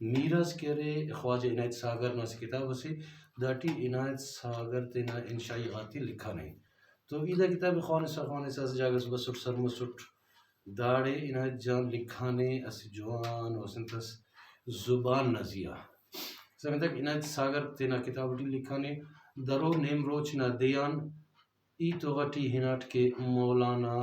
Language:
Brahui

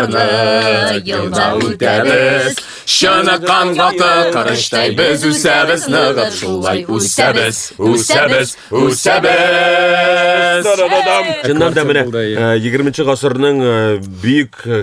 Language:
Tatar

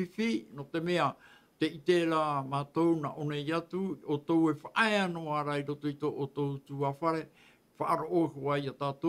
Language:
Tahitian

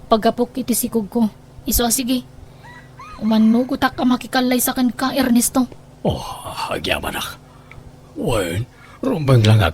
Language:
Iloko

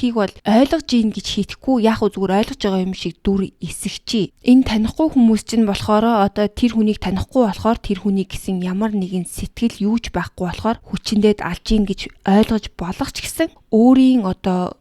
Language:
Mongolian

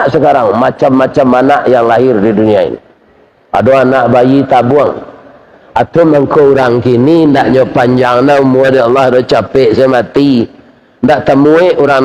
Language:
Minangkabau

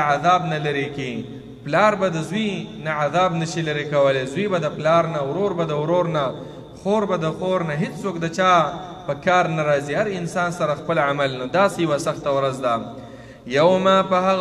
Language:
Pashto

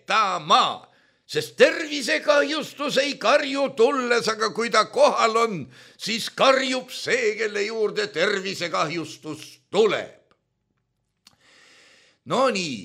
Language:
Estonian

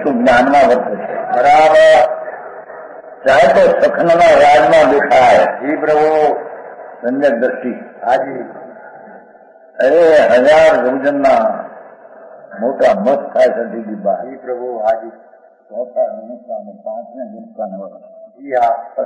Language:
Gujarati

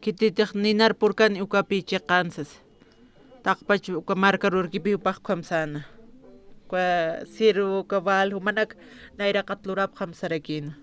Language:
Aymara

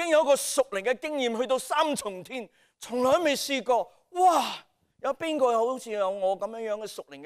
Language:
Cantonese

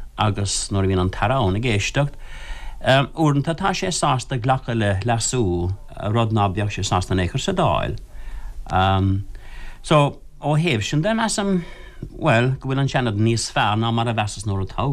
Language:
Irish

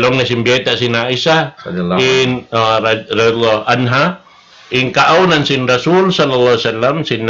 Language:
Tausug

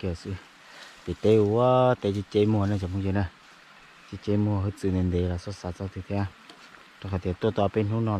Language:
Hmong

